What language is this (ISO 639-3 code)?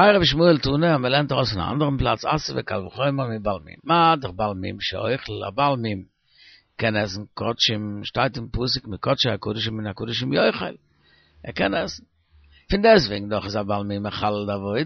yid